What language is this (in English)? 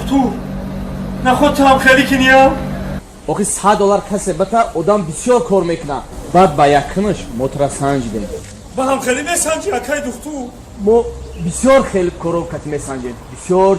Tajik